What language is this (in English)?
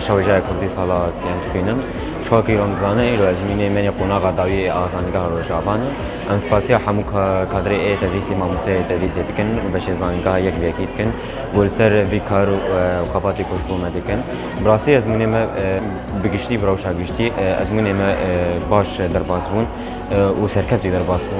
Kurdish